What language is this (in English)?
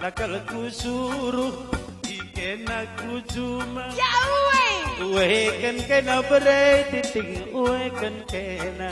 Batak Karo